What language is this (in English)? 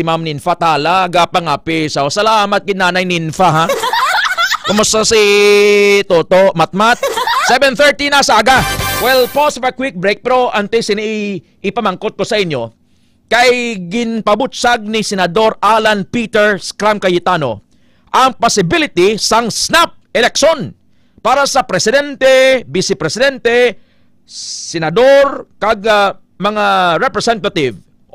Hiligaynon